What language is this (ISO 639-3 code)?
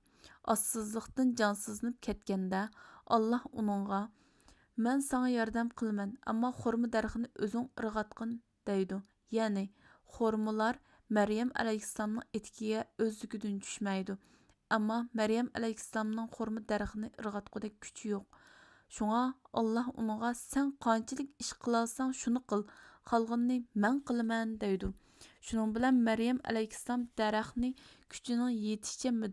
uig